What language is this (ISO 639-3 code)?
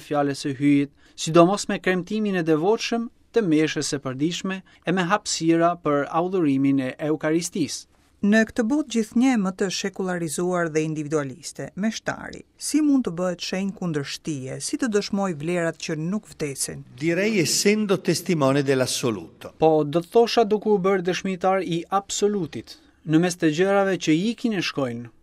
sqi